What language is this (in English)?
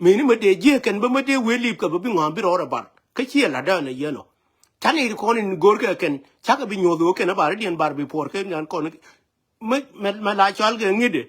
Nuer